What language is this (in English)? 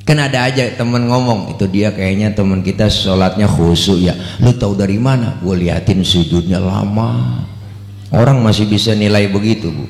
Betawi